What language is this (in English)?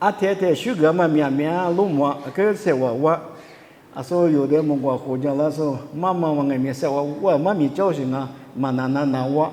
Lisu